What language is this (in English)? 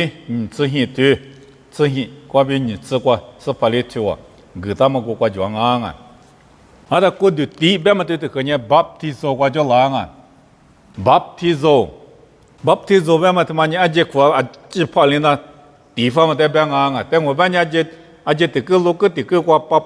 Lisu